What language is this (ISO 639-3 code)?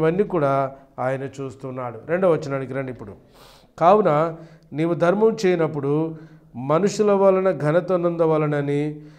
tel